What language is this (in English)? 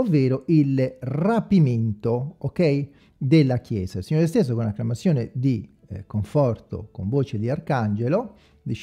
Italian